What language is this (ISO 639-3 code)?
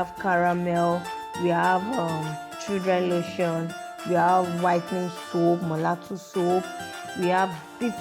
pcm